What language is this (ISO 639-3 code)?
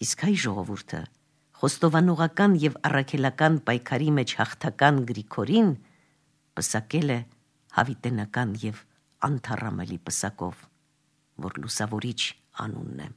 hye